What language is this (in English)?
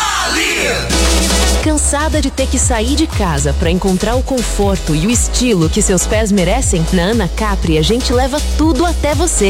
Portuguese